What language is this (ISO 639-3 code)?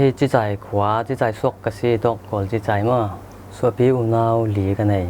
cfm